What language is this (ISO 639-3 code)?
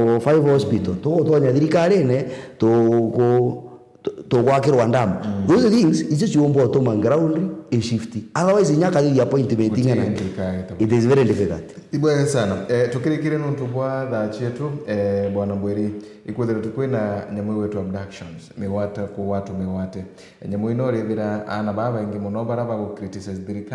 mer